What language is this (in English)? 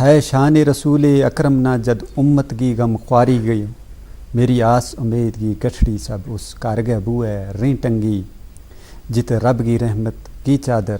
Gujari